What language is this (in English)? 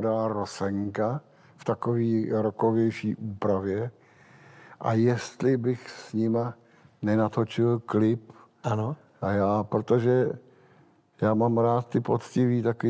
Czech